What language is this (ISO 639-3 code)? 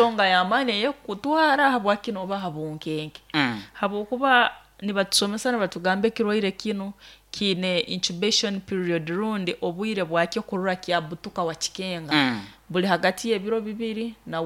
nyo